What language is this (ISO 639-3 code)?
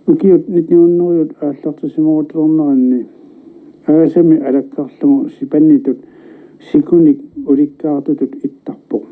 kal